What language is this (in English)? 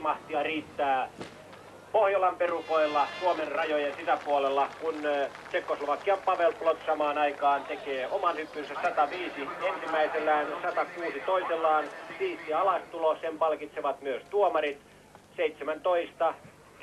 Finnish